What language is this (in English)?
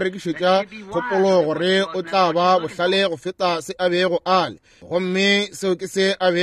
Northern Sotho